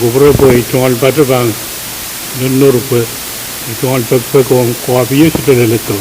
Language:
Pohnpeian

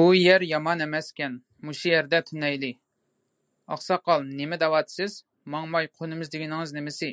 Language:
Uyghur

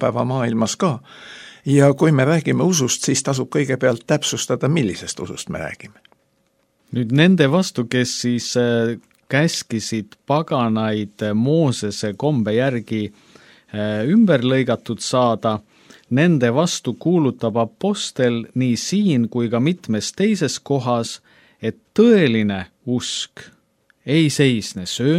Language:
Estonian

